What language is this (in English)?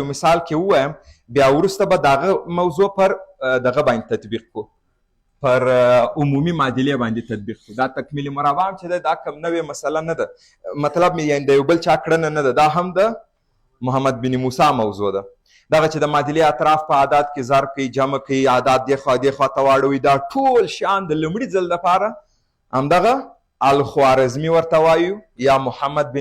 Pashto